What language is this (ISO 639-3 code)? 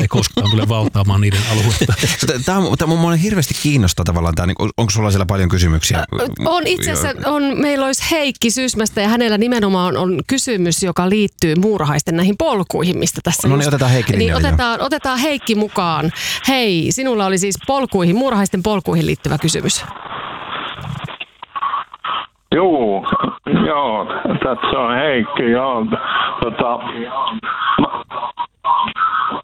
fin